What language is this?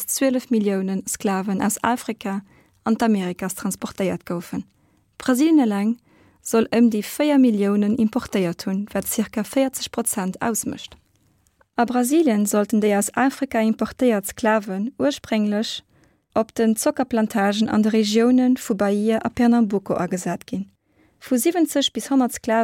Luxembourgish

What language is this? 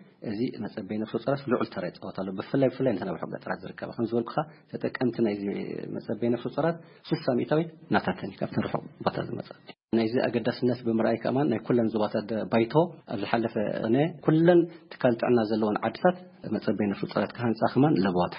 Tigrinya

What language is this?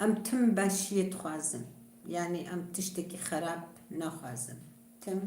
Kurdish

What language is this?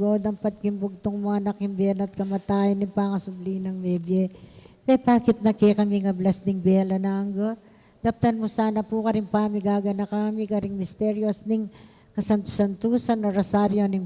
Pampanga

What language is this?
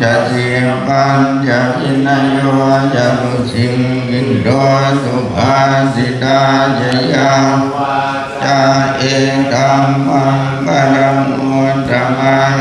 Pali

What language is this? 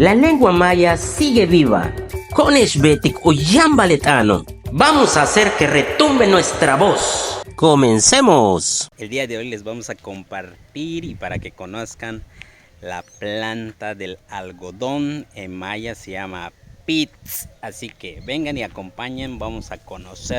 Yucateco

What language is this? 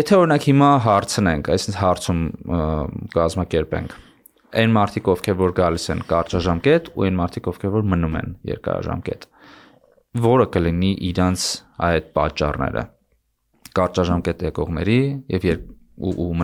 Armenian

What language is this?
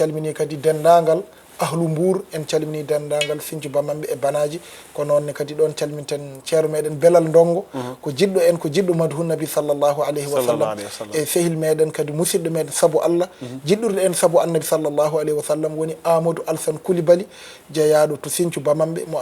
Fula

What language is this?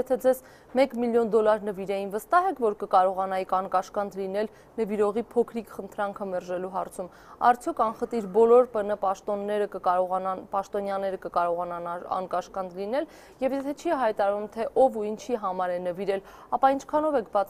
Armenian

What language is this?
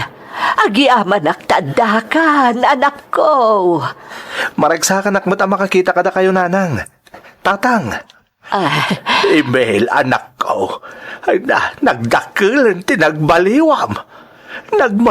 Iloko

